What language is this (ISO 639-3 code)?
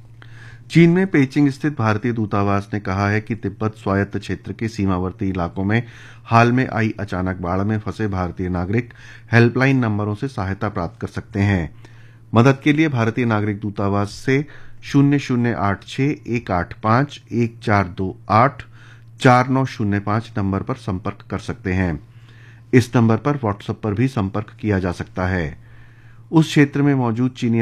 hin